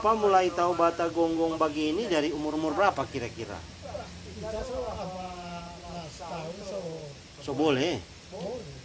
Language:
Manado Malay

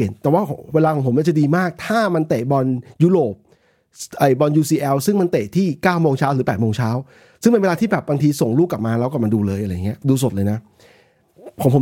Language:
Thai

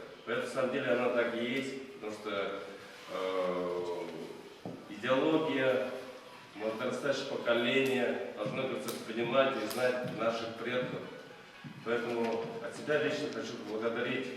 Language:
Chuvash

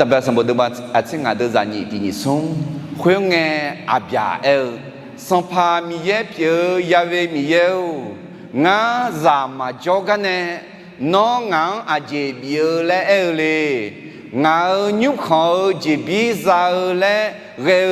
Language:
Akha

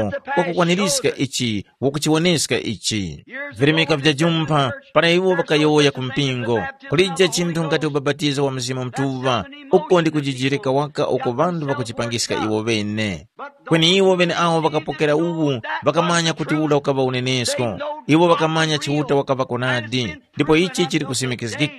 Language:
Tumbuka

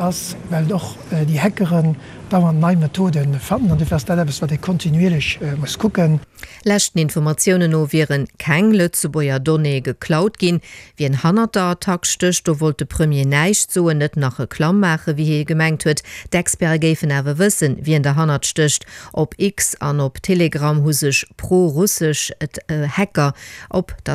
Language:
Luxembourgish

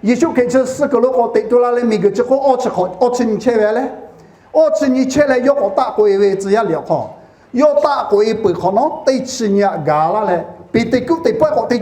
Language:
Lahu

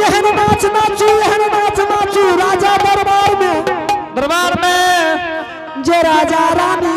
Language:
Angika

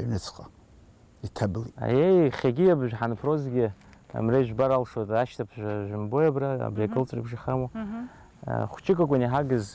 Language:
Abkhazian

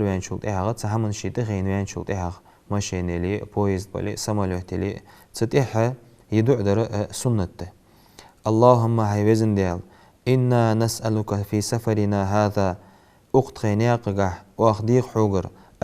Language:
Ingush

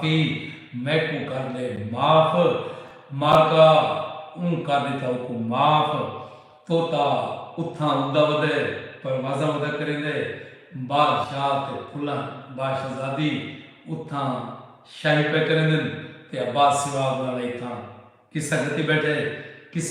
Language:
Saraiki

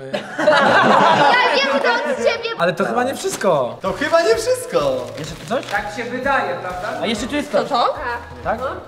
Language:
Polish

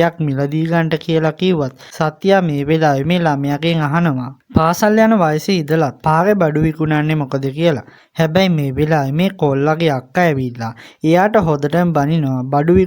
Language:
Sinhala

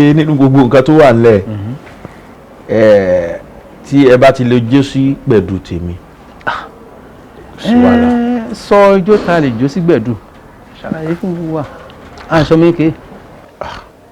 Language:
Yoruba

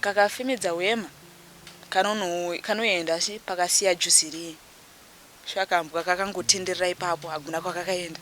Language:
Shona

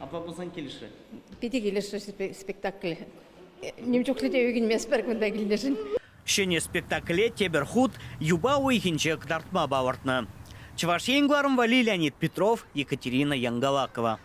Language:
Chuvash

